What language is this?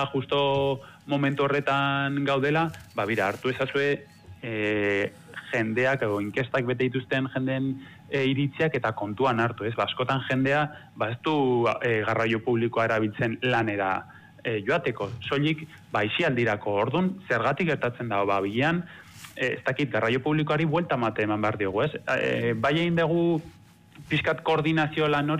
Basque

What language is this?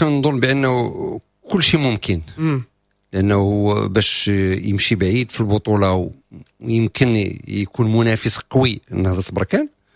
Moroccan Arabic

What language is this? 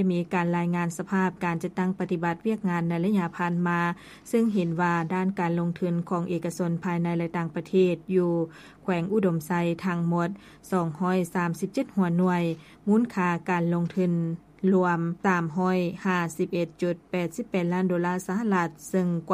Lao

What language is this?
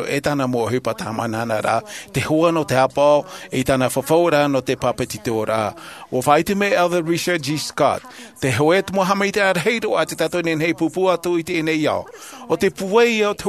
Tahitian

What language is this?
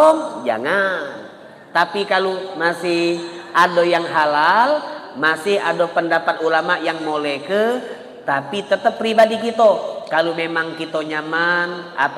Musi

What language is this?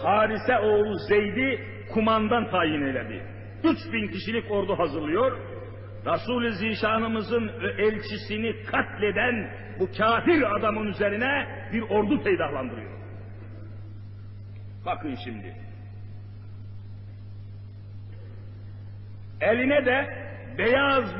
Turkish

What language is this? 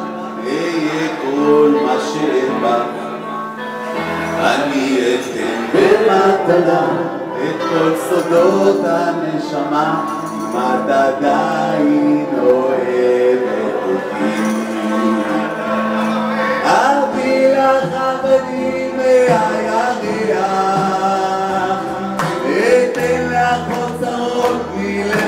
Hebrew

